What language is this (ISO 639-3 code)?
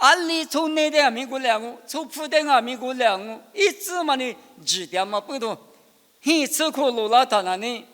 lis